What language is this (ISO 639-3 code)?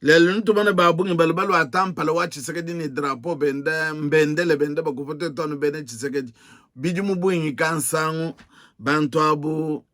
lua